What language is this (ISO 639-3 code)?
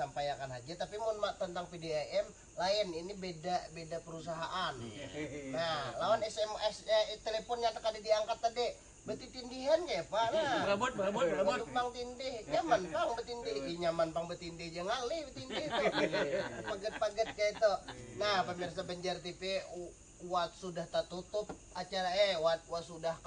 bjn